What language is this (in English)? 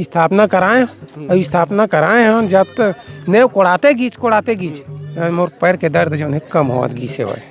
Chhattisgarhi